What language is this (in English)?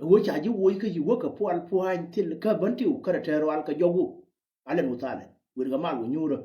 Nuer